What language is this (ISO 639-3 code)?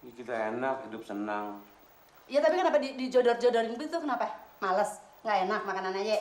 bew